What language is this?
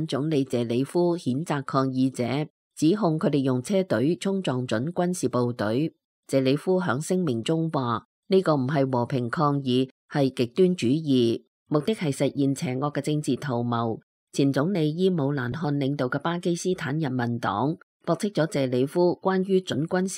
Cantonese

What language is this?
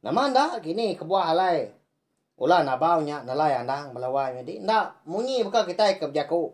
Iban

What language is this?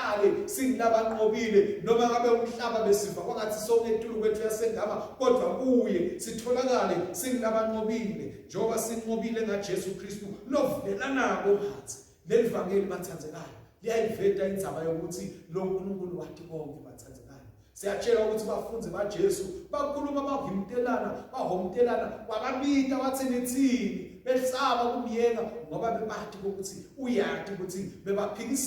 Swati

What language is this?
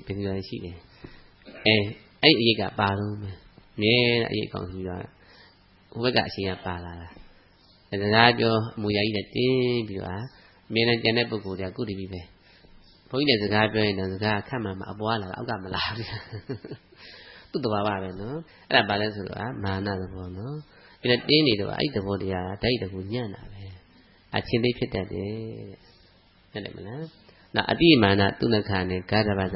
Burmese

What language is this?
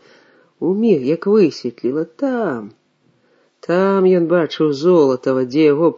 Belarusian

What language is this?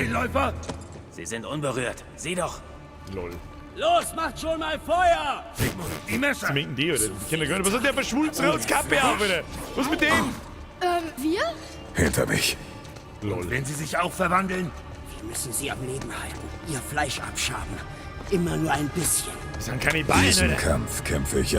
Bavarian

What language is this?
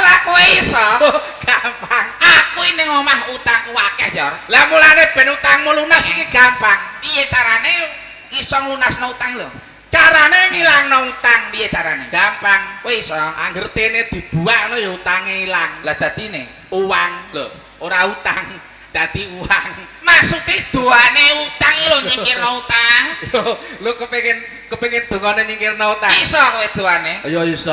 Javanese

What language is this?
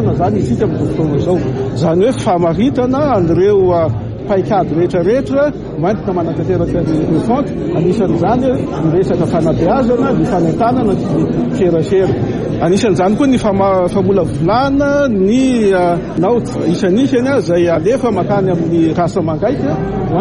Malagasy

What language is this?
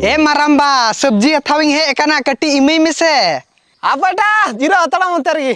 Santali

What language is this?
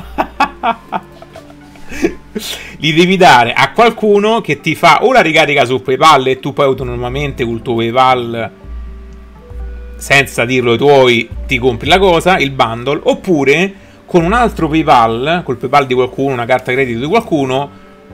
Italian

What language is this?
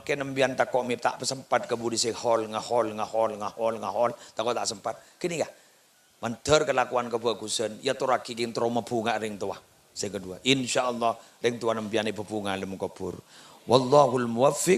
Madurese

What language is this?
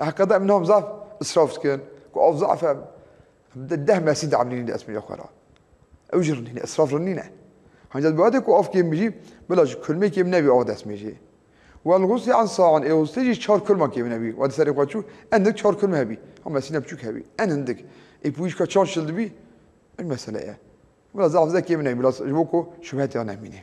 Kurdish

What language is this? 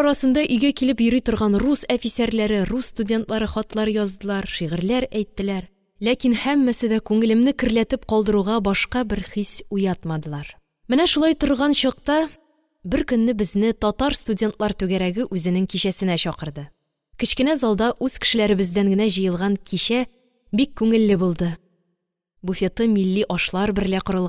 Tatar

